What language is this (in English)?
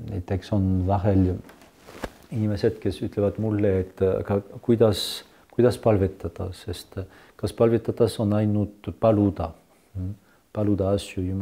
Estonian